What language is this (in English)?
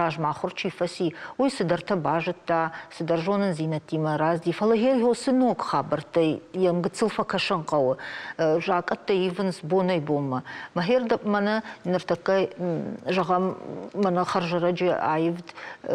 Ossetic